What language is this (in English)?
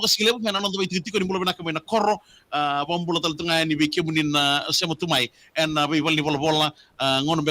Fijian